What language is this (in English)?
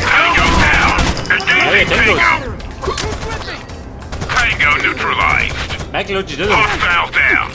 Bavarian